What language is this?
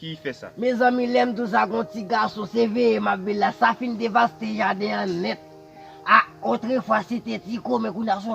Haitian Creole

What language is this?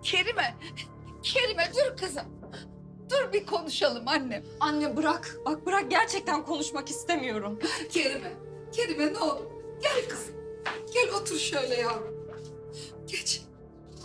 Turkish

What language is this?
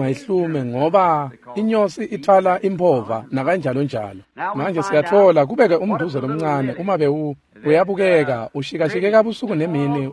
Swati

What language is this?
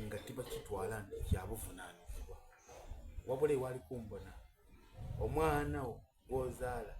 Soga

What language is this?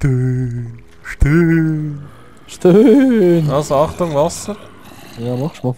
Swiss German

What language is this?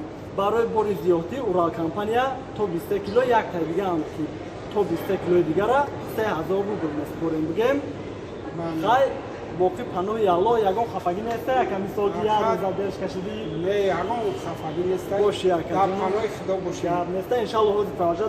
Tajik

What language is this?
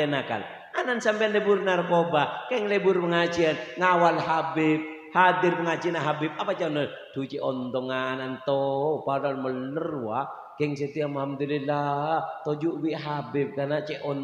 Madurese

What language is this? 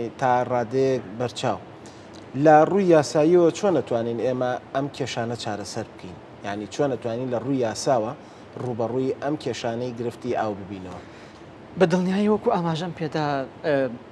Central Kurdish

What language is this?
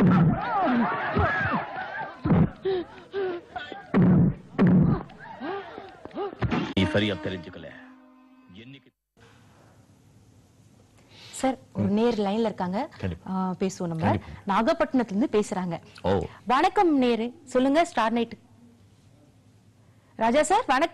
Tamil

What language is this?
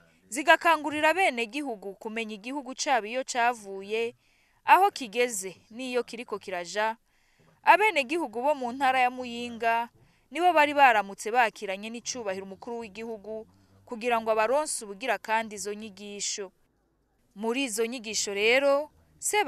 Rundi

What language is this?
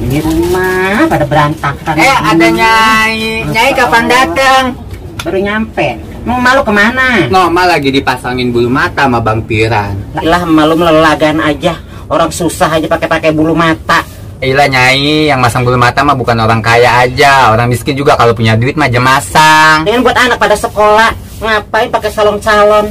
Betawi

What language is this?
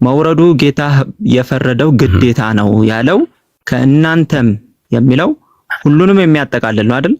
Amharic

